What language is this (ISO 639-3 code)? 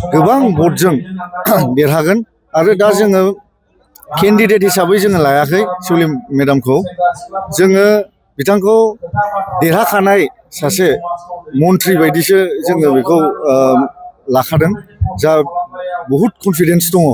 brx